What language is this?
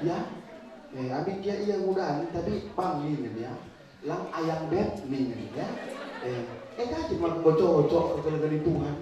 Batak Karo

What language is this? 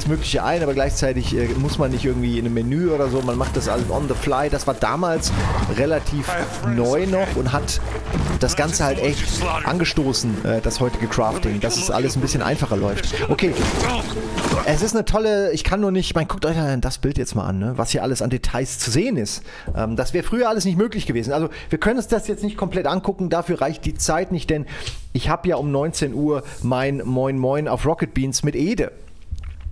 German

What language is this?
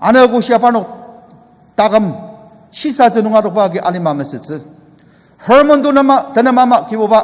Ao Naga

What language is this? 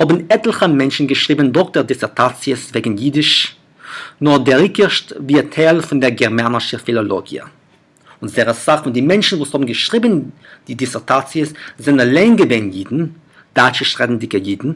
Yiddish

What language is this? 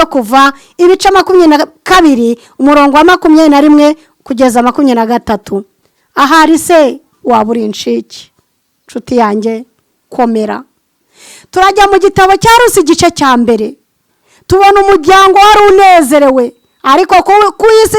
Kinyarwanda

